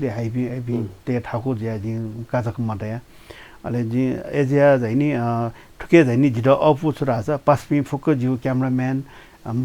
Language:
Newari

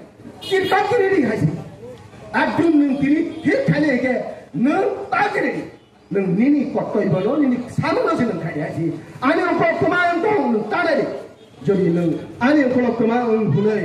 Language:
Kok Borok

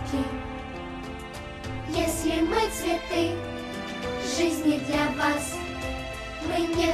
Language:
Russian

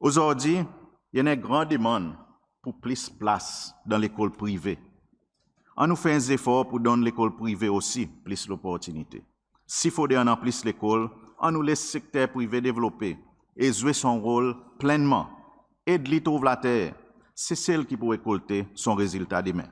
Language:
Seselwa Creole French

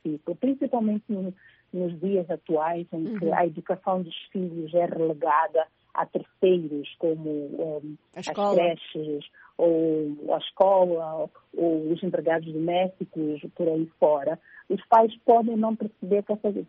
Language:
Portuguese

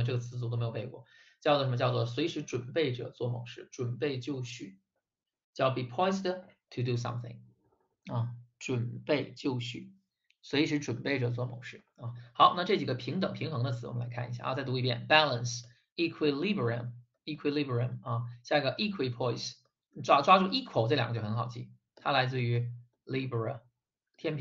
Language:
Chinese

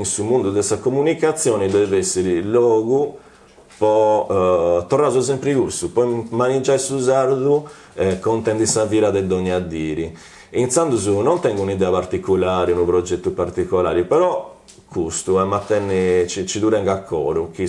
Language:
Sardinian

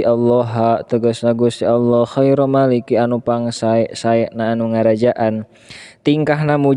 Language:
Sundanese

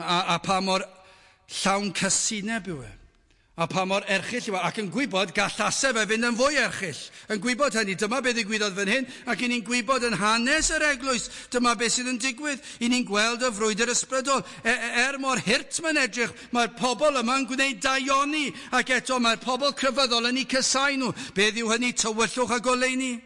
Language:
Welsh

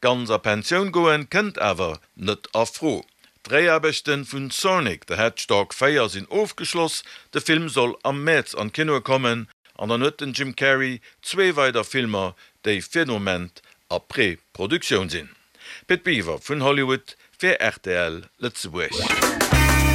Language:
Luxembourgish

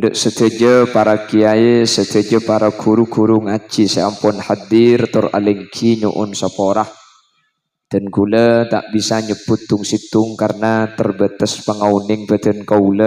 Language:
Madurese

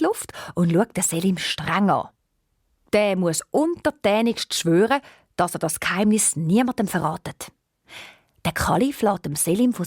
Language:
Swiss German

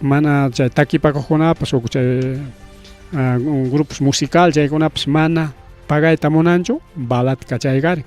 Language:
Ayacucho Quechua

